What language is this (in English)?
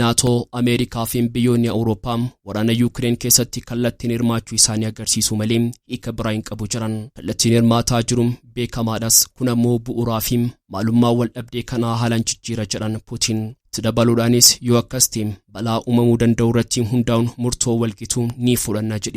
Oromo